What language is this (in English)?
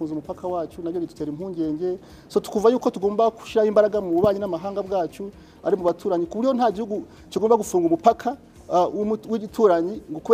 Kinyarwanda